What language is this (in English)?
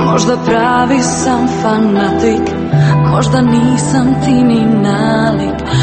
Croatian